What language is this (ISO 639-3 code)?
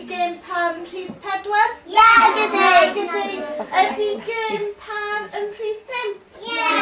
cym